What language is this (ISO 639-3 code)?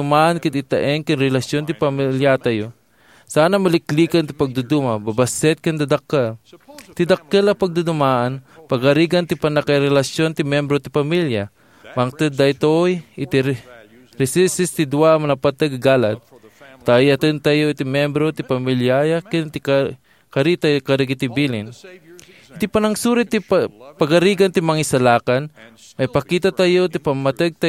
ilo